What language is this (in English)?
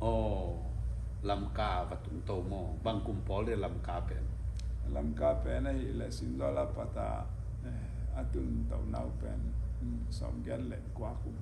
Tedim Chin